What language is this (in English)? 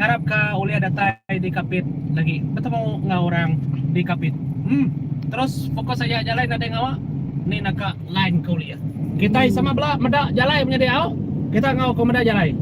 Iban